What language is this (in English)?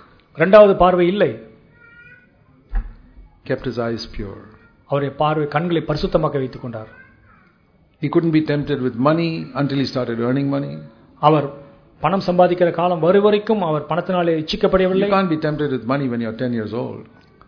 Tamil